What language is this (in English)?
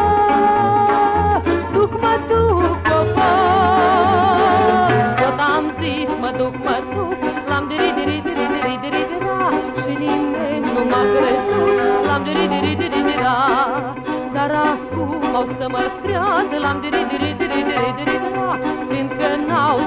Romanian